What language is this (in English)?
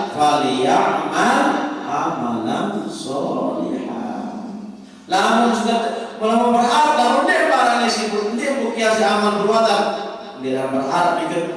Sasak